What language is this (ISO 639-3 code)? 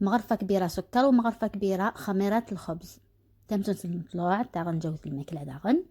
arq